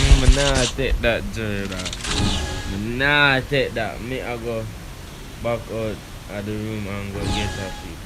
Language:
Jamaican Creole English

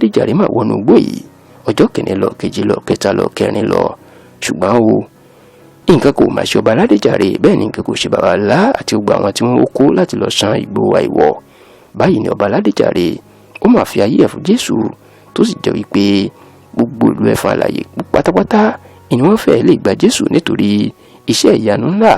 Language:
Yoruba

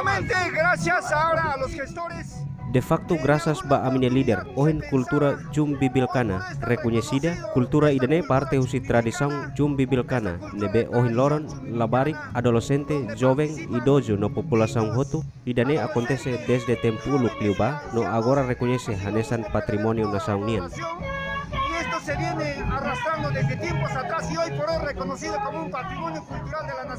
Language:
Tetum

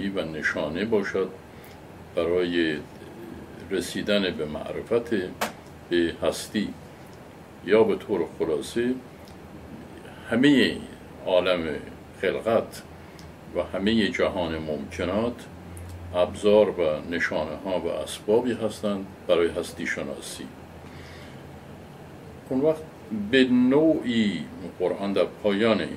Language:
Persian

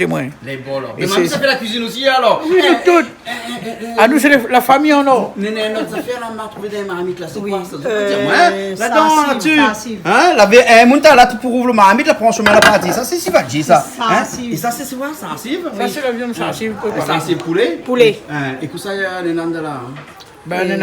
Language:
Réunion Creole French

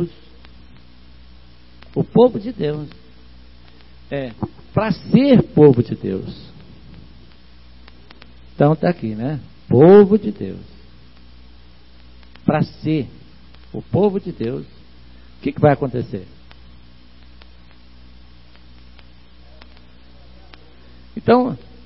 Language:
Portuguese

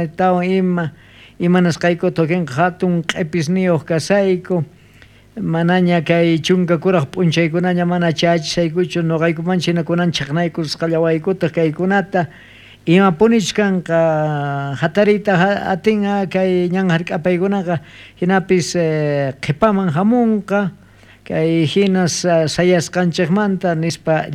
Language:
South Bolivian Quechua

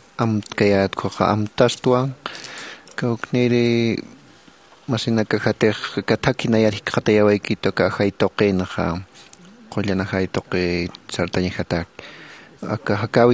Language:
Aymara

